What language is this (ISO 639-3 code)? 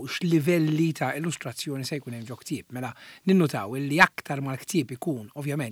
mlt